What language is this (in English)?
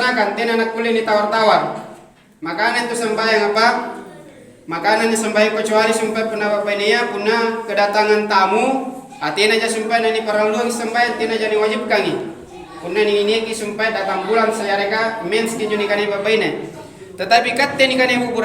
Makasar